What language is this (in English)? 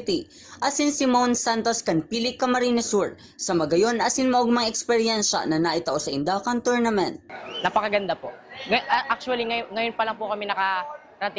Bikol